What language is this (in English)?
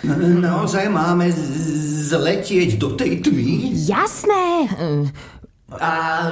Slovak